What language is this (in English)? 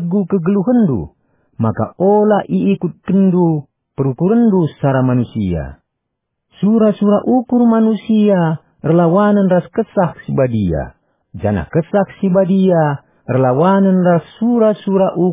Batak Karo